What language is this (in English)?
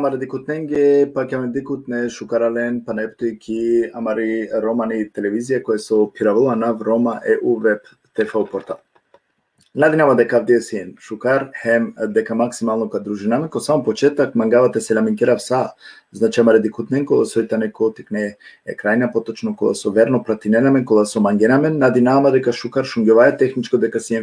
Balkan Romani